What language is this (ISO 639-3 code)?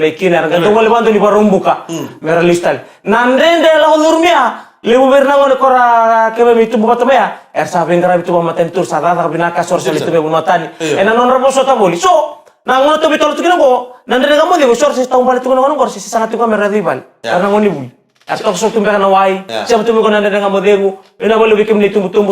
fij